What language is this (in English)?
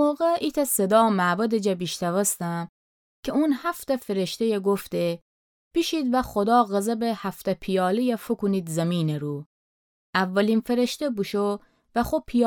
Gilaki